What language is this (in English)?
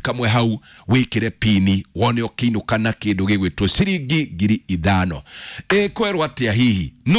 Kikuyu